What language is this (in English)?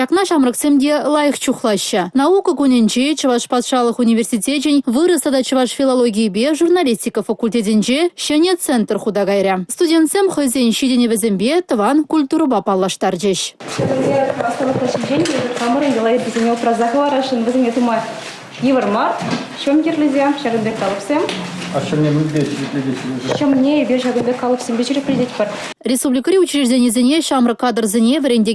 Chuvash